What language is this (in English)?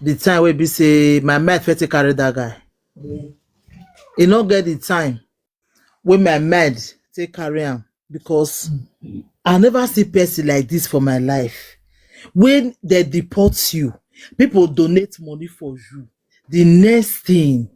Nigerian Pidgin